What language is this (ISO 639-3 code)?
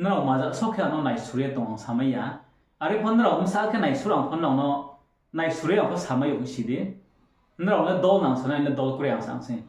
ria